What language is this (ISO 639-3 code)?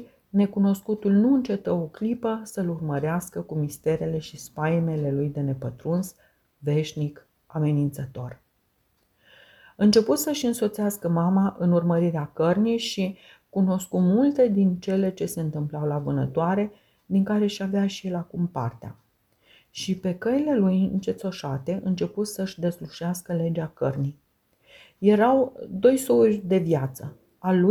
ron